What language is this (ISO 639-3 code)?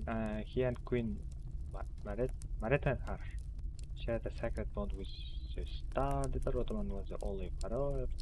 kaa